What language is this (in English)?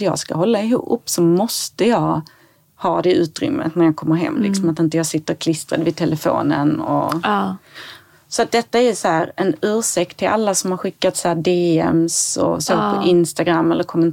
Swedish